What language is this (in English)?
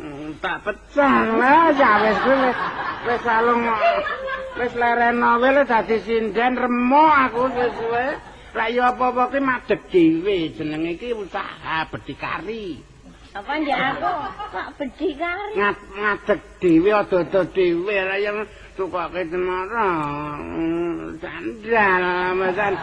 Javanese